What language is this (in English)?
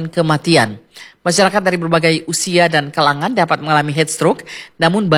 Indonesian